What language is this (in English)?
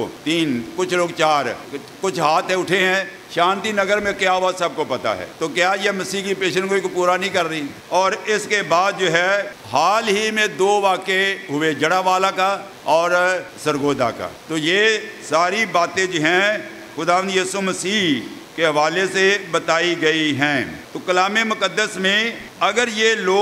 Urdu